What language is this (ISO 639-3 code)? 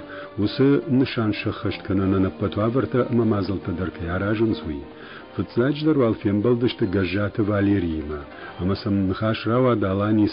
oss